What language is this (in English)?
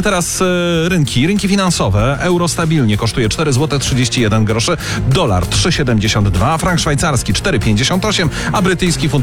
Polish